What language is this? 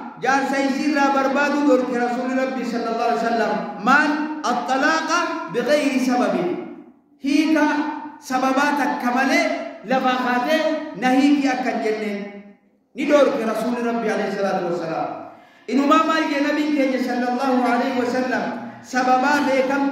Oromo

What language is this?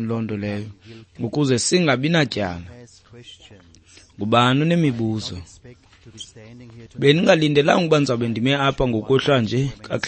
Xhosa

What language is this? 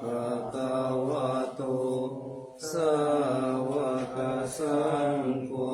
Pali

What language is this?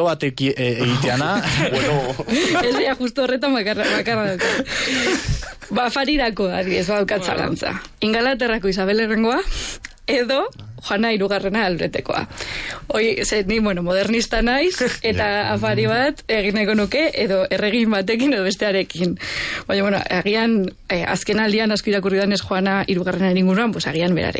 Basque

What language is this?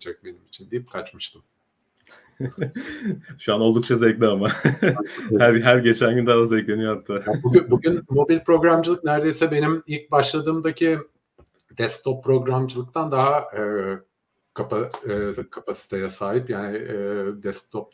Turkish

